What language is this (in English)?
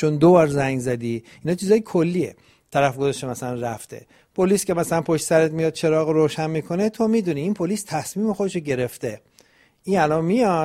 Persian